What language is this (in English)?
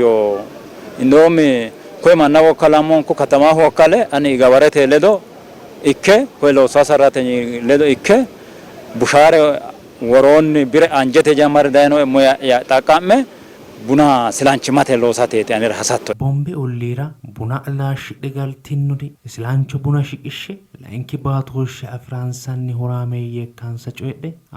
Sidamo